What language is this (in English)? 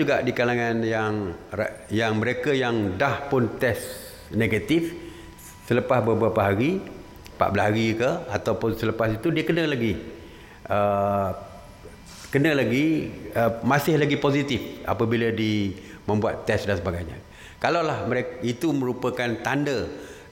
Malay